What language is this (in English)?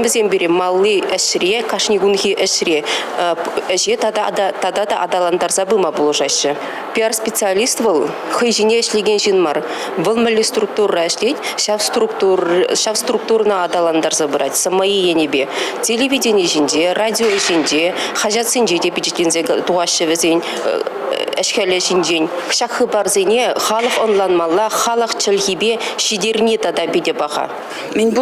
Chuvash